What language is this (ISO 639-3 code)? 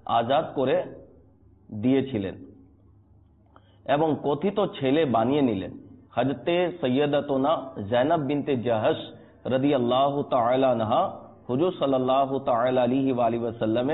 ben